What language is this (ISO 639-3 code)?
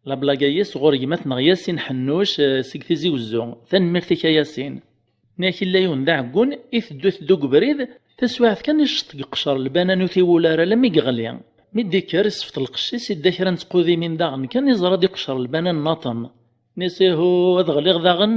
kab